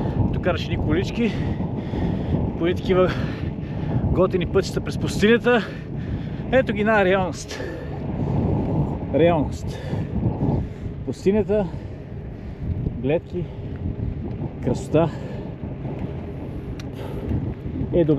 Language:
Bulgarian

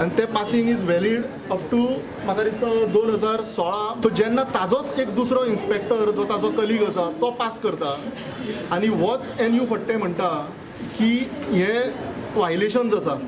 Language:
Konkani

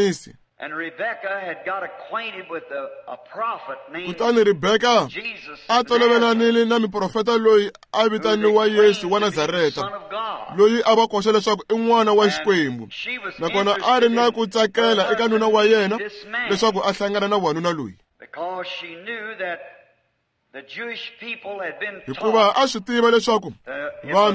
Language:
Tsonga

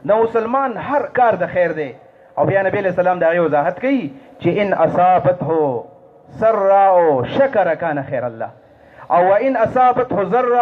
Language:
Pashto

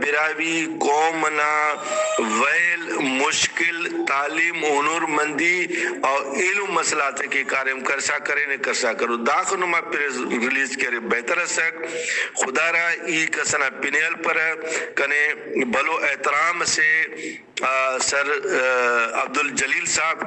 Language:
Brahui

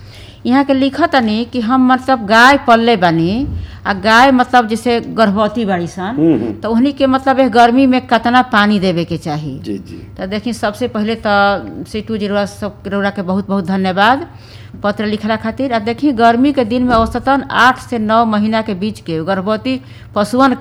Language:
Bhojpuri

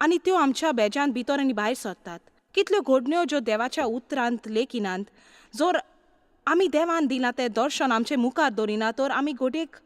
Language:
Konkani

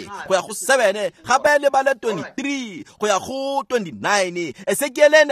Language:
Tswana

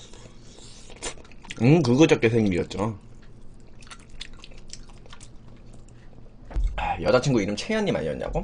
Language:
Korean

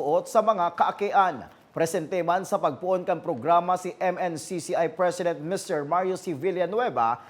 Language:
Bikol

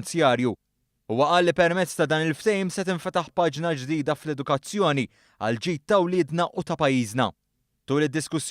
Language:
Maltese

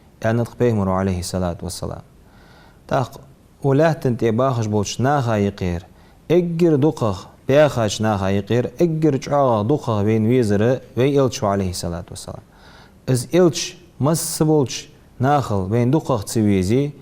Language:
Ingush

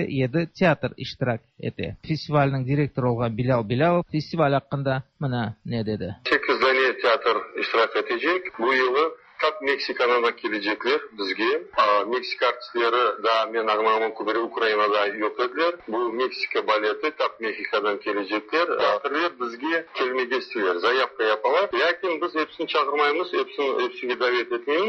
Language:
Tatar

